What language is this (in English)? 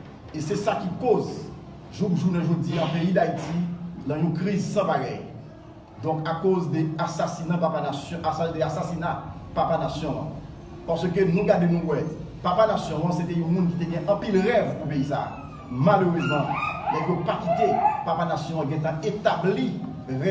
Haitian Creole